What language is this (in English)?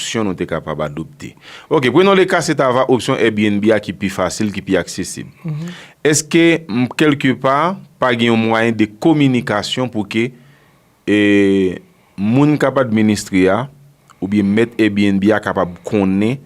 Haitian Creole